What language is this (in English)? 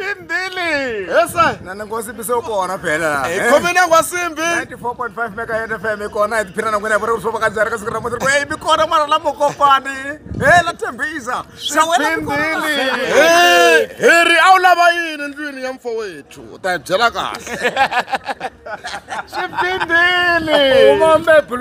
Tsonga